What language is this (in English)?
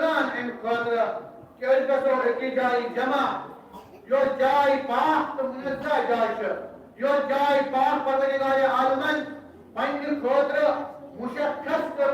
Kashmiri